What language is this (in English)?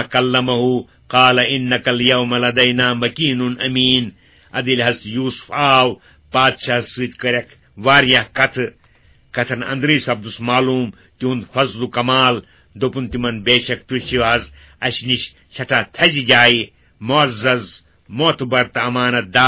Kashmiri